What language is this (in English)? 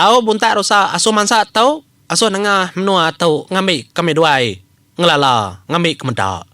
Iban